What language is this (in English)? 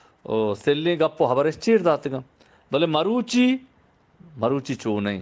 Eastern Balochi